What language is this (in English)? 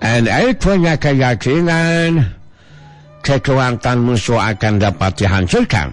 Sundanese